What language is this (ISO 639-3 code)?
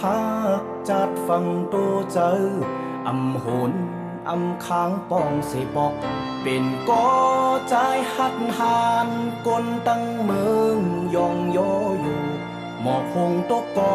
shn